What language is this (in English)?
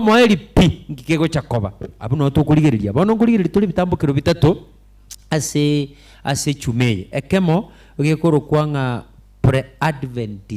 Gusii